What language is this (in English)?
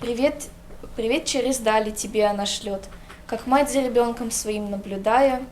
Khakas